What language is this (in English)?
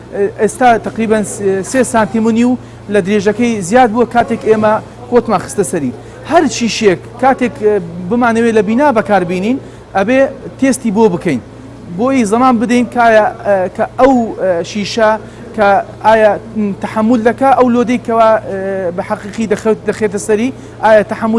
Central Kurdish